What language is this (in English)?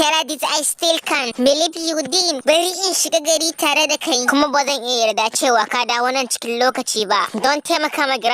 Hausa